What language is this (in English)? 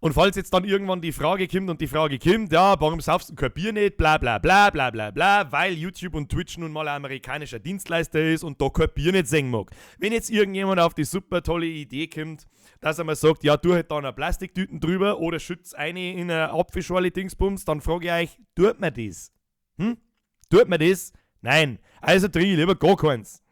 Bavarian